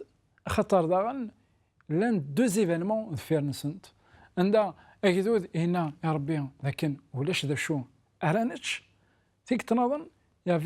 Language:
Kabyle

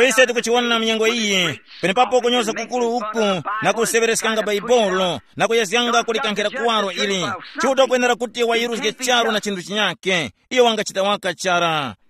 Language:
Tumbuka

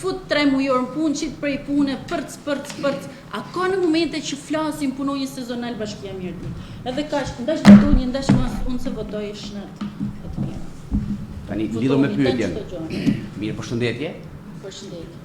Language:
Albanian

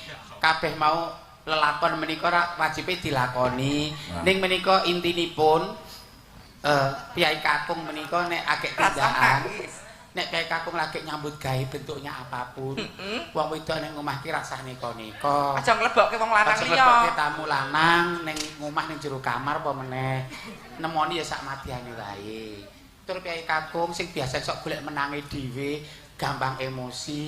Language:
Javanese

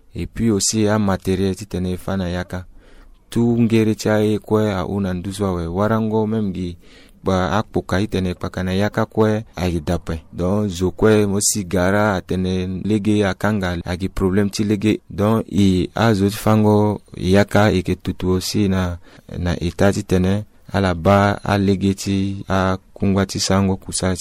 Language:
Sango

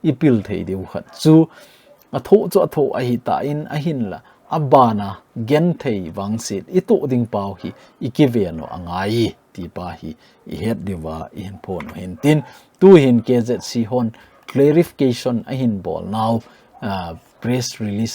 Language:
Thado Chin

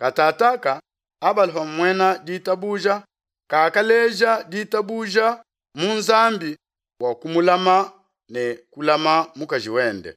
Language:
Luba-Lulua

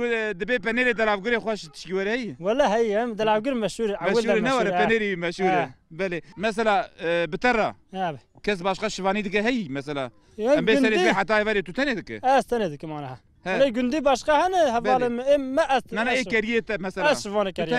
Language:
Kurdish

